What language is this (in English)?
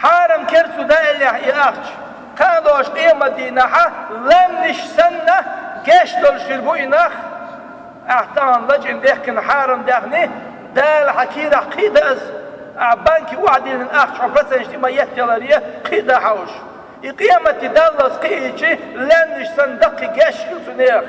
Chechen